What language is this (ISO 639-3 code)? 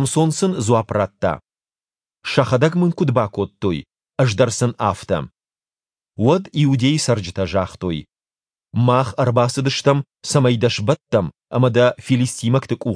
oss